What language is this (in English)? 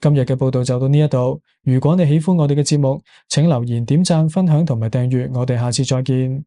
Cantonese